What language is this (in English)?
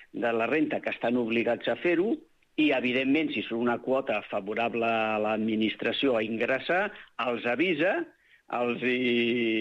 Catalan